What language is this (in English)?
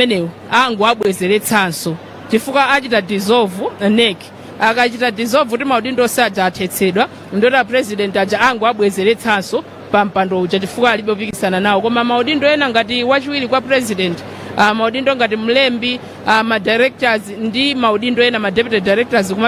Nyanja